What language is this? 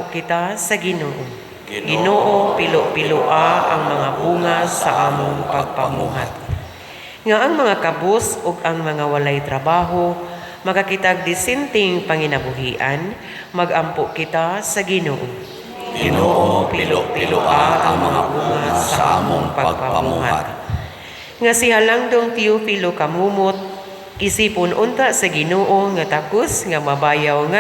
Cebuano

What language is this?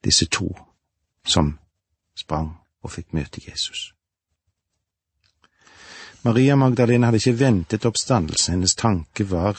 Norwegian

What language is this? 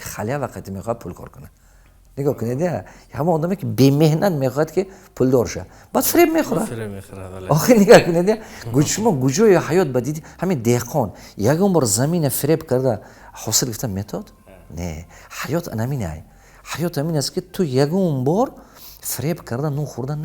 Tajik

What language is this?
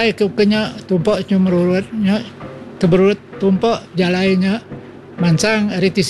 Iban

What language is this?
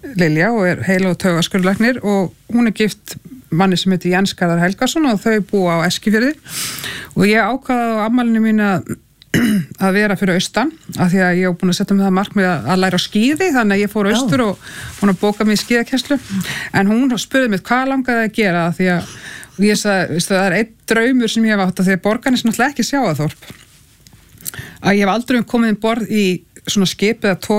Icelandic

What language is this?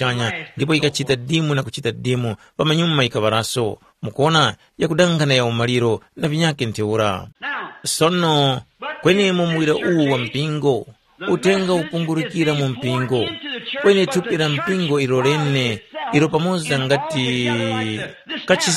Tumbuka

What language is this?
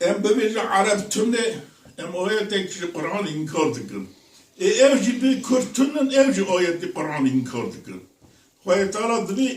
Kurdish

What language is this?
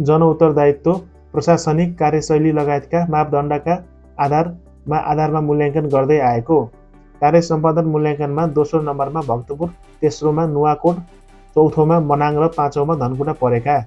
Nepali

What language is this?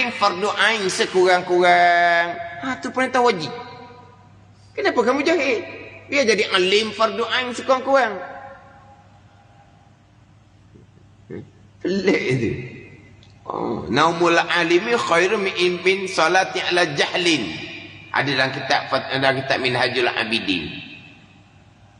Malay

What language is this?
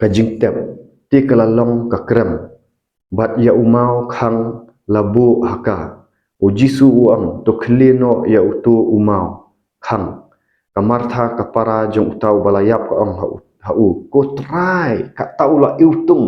Khasi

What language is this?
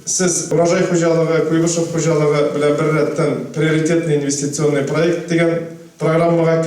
Tatar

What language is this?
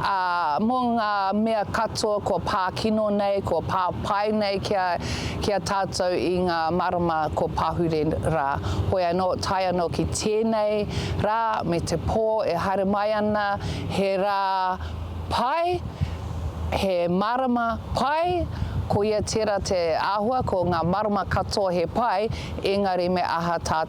Māori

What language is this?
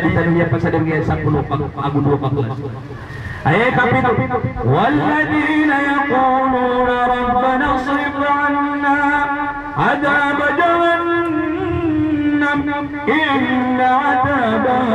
Maranao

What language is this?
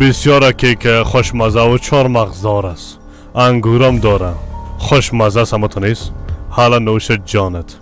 Persian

